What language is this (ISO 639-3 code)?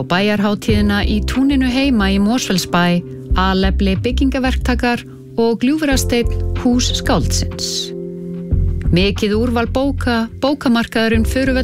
isl